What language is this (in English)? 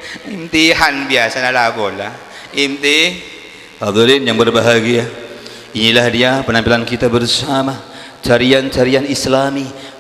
Madurese